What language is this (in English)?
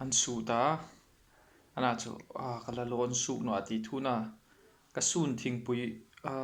Hmar